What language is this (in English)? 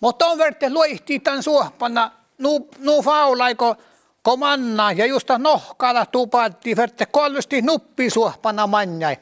Northern Sami